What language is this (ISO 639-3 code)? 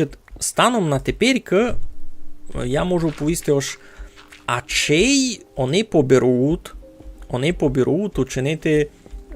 rue